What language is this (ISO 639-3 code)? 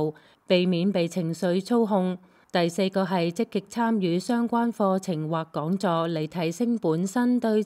yue